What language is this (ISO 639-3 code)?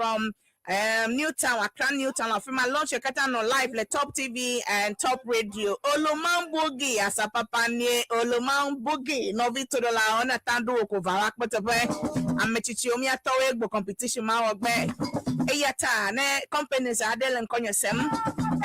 ewe